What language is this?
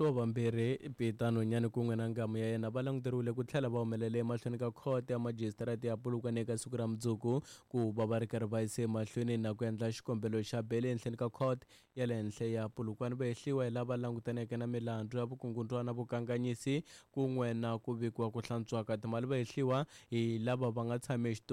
Tsonga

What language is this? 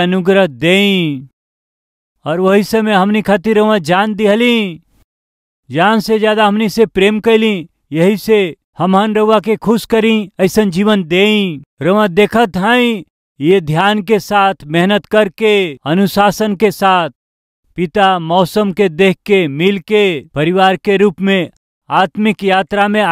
Bhojpuri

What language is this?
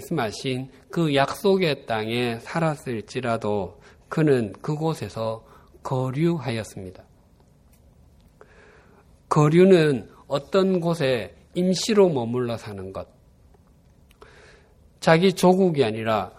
Korean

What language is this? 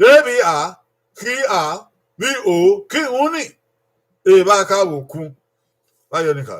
Bini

